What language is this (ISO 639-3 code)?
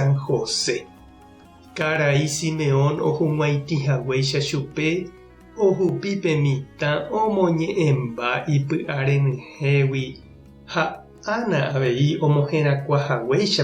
grn